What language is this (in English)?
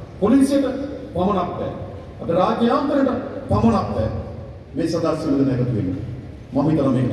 Sinhala